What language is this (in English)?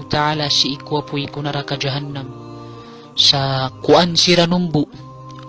Maranao